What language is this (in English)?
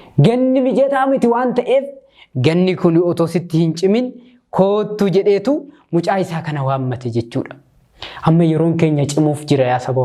Oromo